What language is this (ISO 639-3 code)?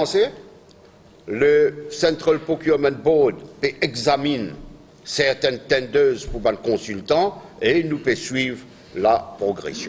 mfe